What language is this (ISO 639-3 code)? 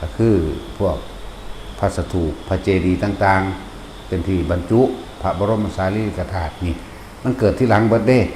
tts